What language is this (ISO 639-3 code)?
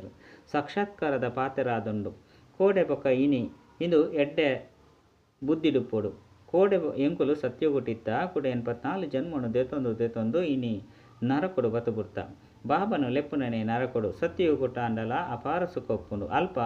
tcy